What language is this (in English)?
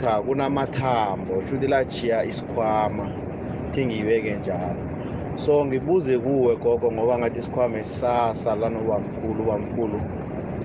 South Ndebele